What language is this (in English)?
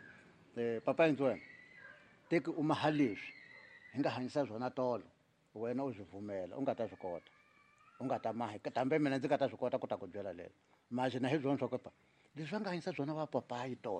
Tsonga